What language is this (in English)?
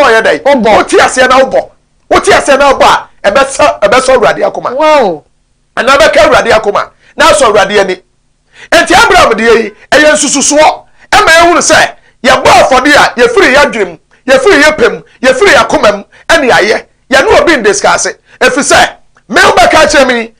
Akan